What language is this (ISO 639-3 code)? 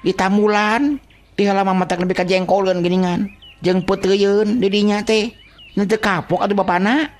sun